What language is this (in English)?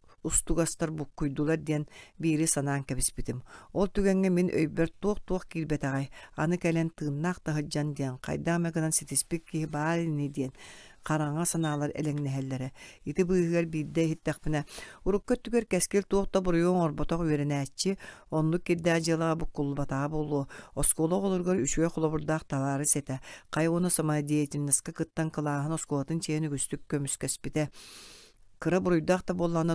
Yakut